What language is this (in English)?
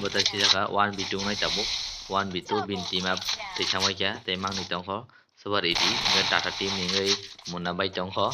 Kok Borok